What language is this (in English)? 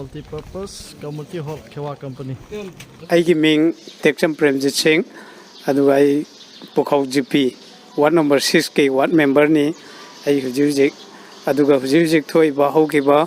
Manipuri